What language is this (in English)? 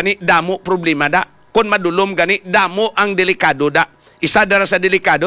Hiligaynon